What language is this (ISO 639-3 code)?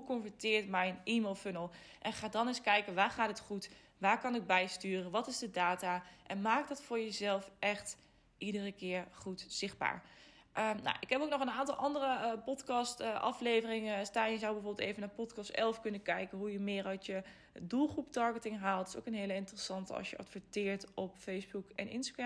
nld